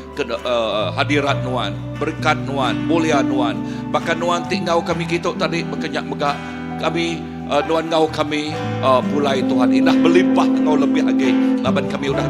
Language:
Iban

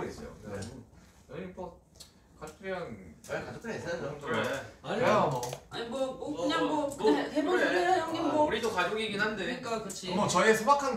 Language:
Korean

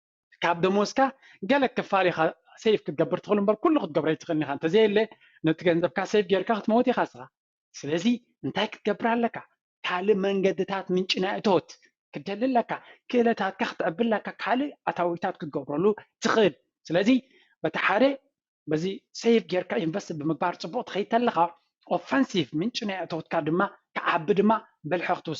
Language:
Tigrinya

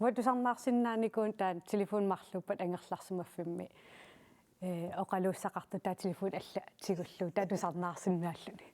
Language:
Kalaallisut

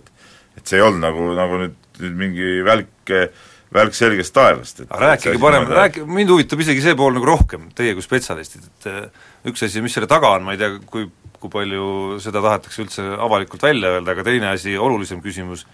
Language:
Estonian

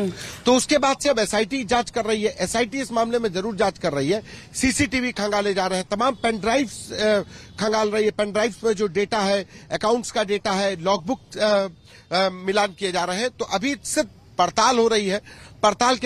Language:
Hindi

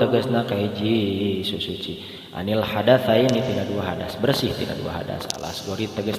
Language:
Sundanese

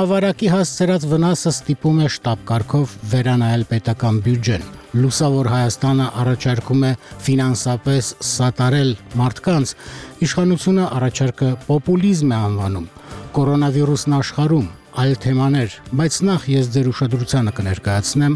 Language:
Armenian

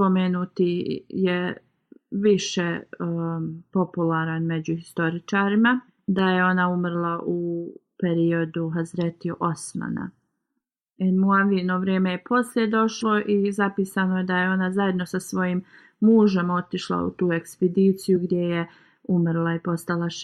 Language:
Bosnian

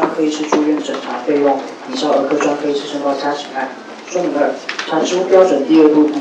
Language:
Chinese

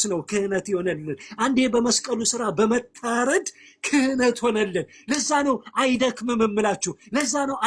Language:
Amharic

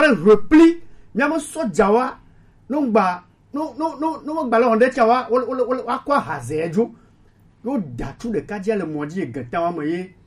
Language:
Gen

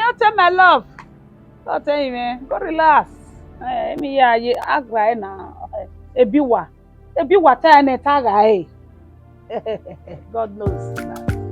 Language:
Bini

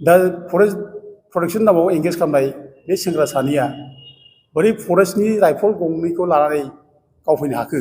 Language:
Bodo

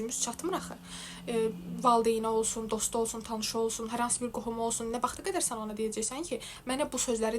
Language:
Azerbaijani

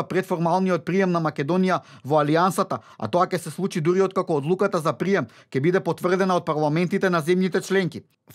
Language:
Macedonian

